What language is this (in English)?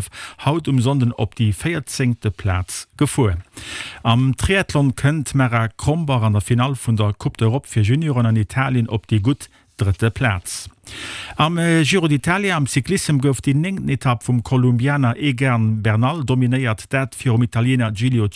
Luxembourgish